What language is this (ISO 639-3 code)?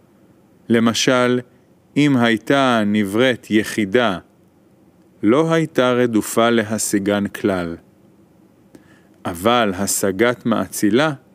heb